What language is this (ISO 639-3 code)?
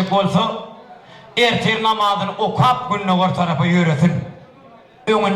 tuk